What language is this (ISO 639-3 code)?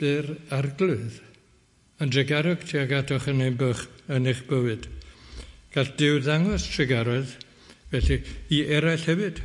cym